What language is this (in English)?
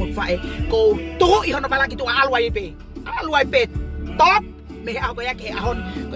Tongan